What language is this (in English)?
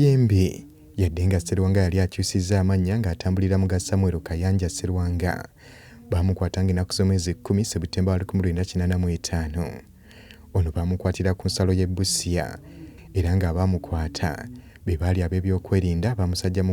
Ganda